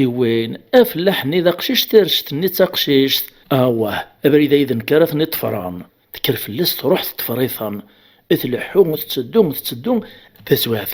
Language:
Kabyle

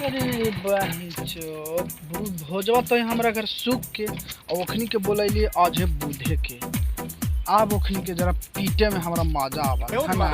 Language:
Magahi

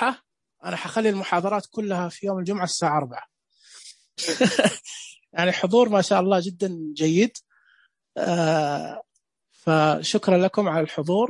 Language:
Najdi Arabic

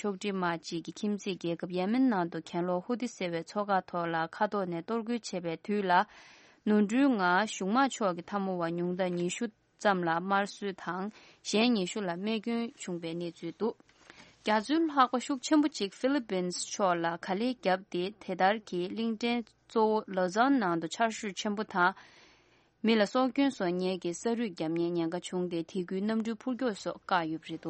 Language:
Tibetan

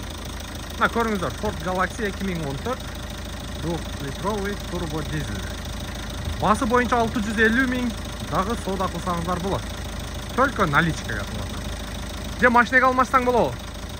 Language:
Kyrgyz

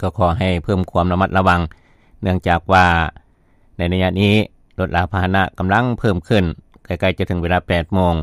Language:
Lao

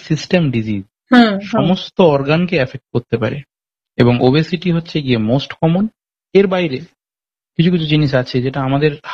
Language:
Bangla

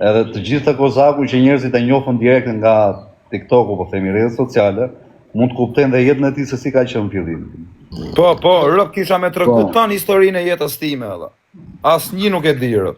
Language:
Albanian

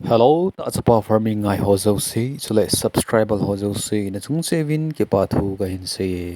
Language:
Thado Chin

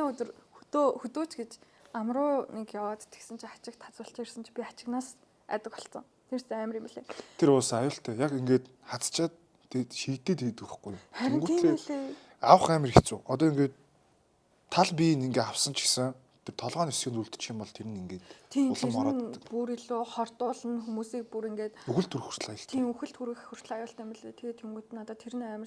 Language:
Mongolian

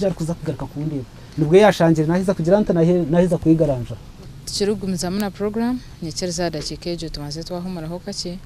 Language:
Nyankole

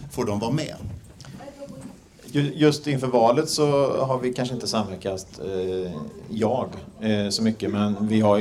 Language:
Swedish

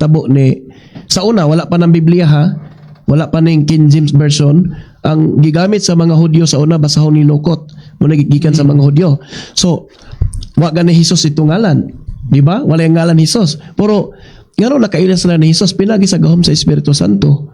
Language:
Cebuano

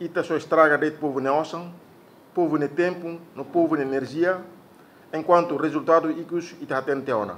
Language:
Tetum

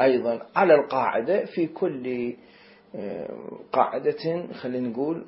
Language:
Mesopotamian Arabic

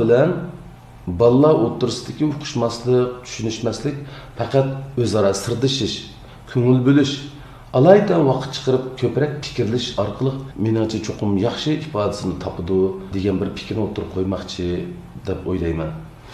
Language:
Uyghur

